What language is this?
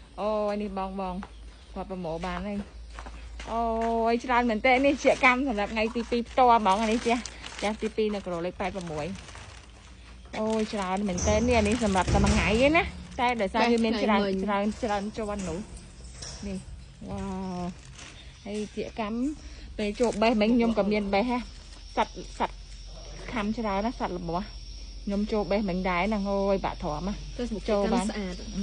Khmer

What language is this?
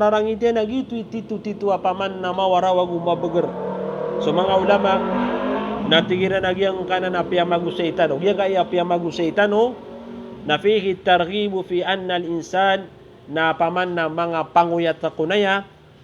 Maranao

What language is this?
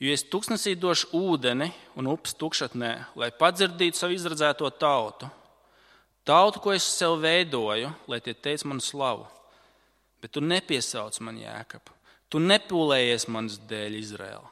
Latvian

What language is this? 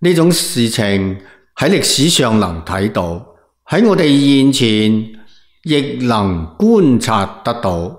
Cantonese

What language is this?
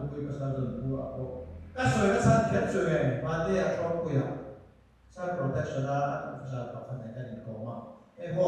Mizo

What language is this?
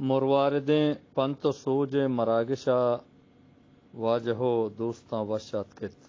Eastern Balochi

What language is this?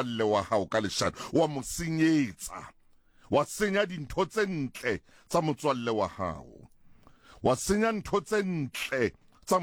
Southern Sotho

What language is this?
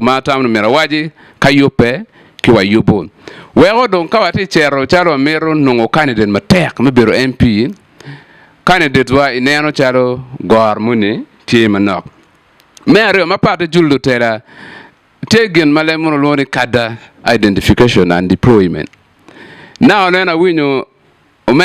Acoli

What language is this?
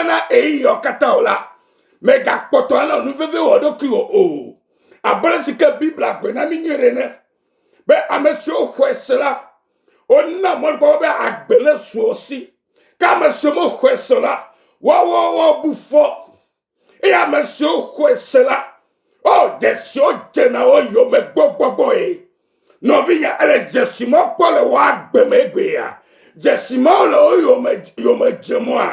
Ewe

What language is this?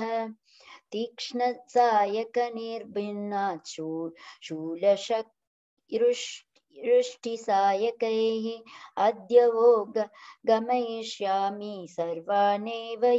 Sanskrit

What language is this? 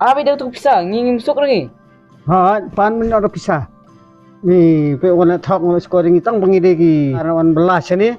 Khasi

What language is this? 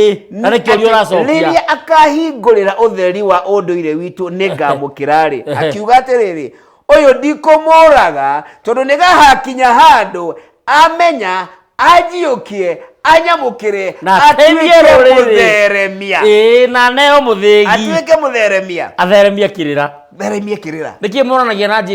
Kikuyu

